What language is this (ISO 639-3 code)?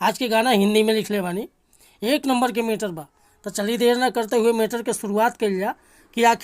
bho